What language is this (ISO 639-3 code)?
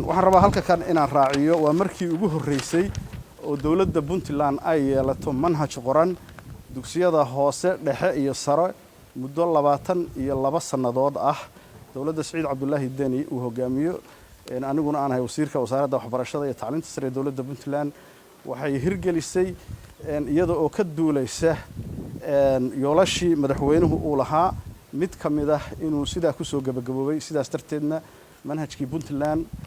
som